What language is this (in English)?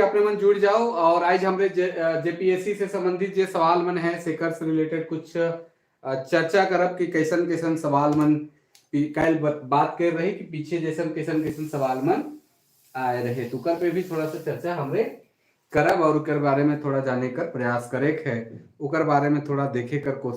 Sadri